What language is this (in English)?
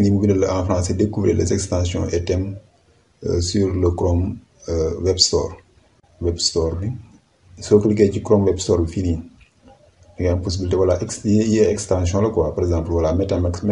Wolof